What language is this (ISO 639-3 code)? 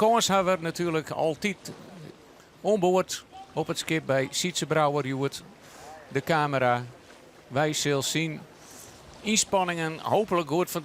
fry